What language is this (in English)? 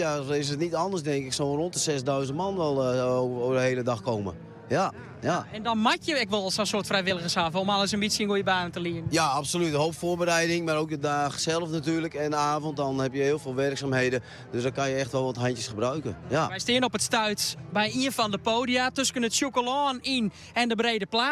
Western Frisian